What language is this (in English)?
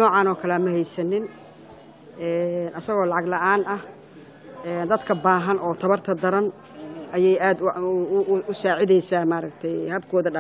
Somali